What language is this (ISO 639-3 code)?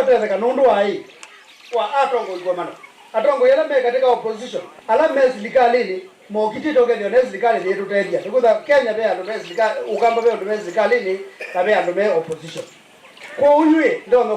kam